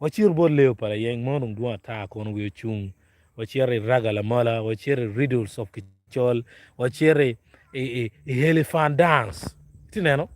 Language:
Acoli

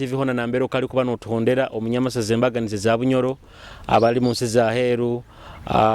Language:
Nyoro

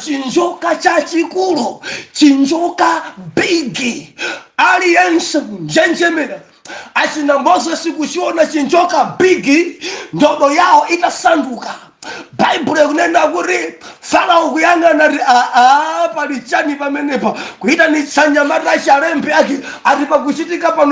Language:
Nyanja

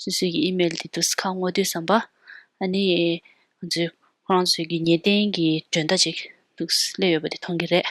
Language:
Tibetan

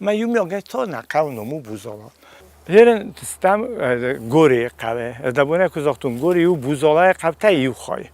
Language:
Ossetic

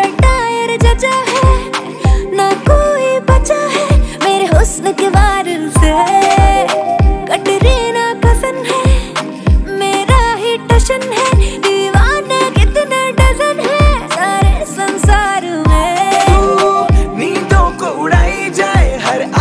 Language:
Hindi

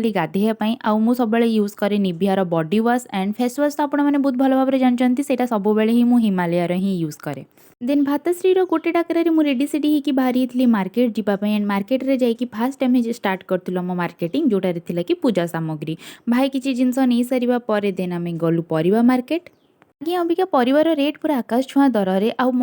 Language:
Odia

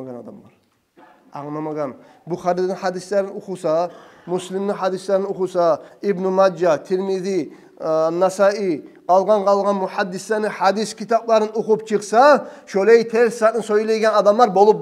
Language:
Kumyk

